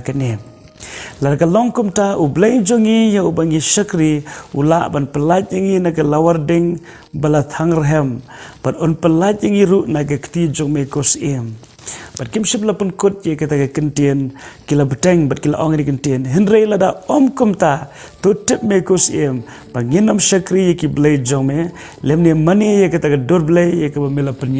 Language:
Khasi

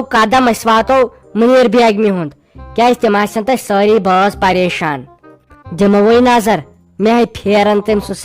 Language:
Kashmiri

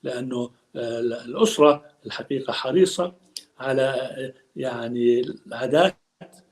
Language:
North Levantine Arabic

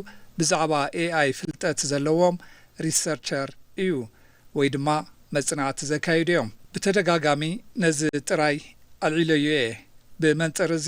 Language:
Tigrinya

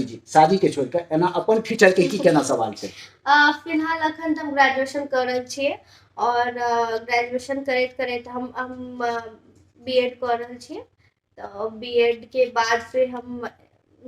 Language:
Maithili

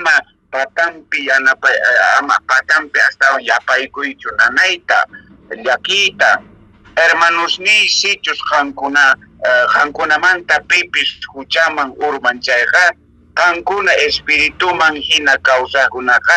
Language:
Quechua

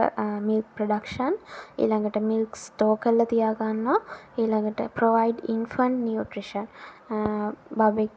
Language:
Sinhala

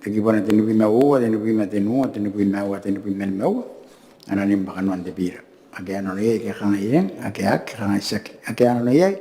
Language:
Gilbertese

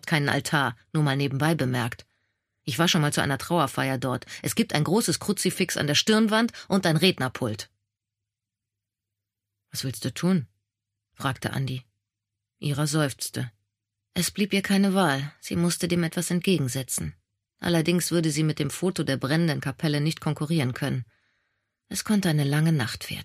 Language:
German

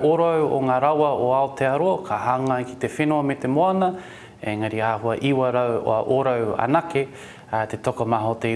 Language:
Māori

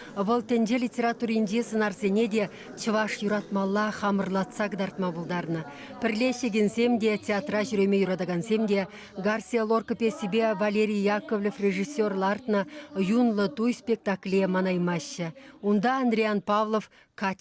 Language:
Chuvash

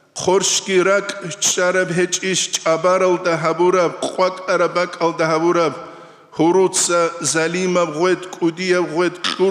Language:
Avaric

